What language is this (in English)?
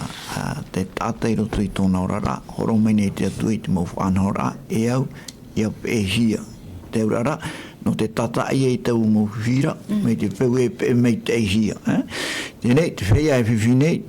Tahitian